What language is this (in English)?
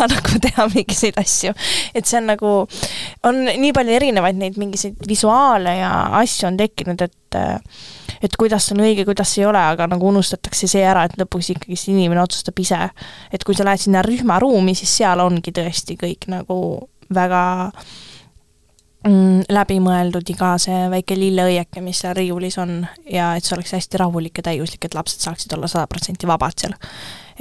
Estonian